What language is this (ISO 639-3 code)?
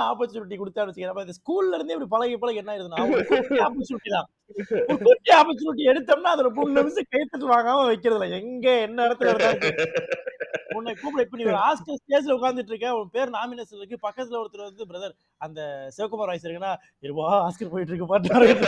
tam